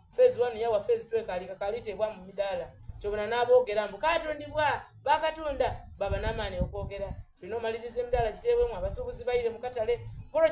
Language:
Soga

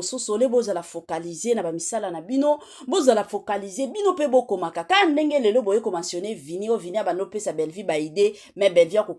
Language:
Lingala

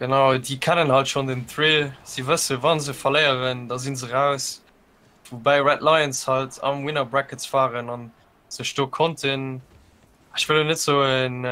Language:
Luxembourgish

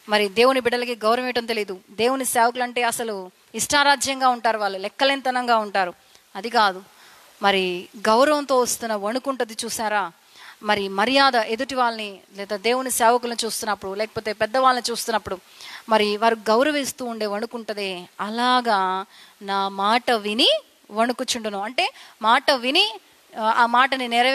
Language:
Telugu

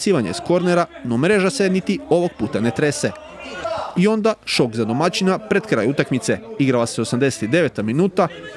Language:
Croatian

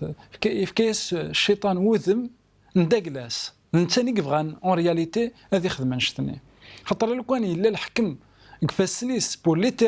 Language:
Kabyle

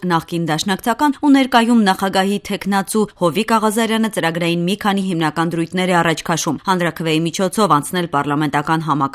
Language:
Armenian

